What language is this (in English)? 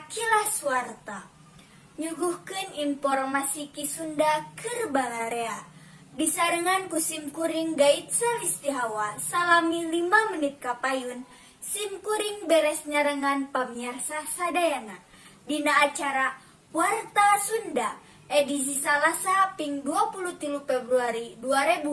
Sundanese